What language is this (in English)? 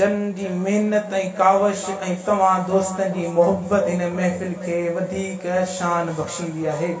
Sindhi